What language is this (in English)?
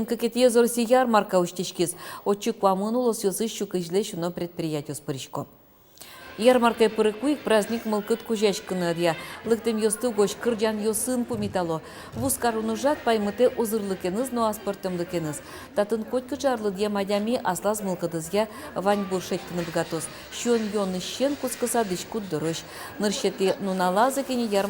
Udmurt